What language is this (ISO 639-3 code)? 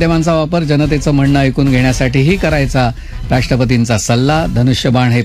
mar